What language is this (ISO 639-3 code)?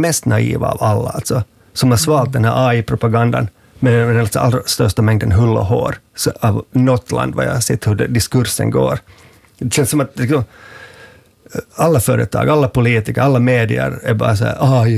swe